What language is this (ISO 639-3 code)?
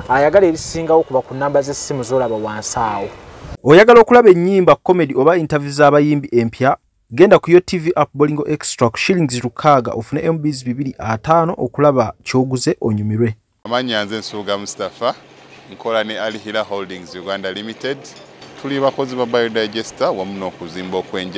lug